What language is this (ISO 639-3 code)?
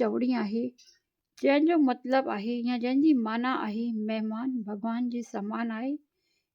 snd